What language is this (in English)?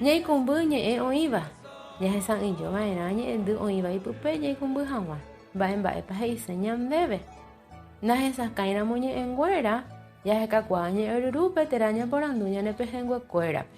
Guarani